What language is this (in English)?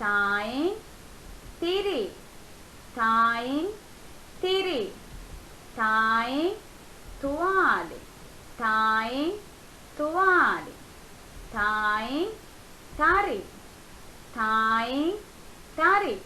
Divehi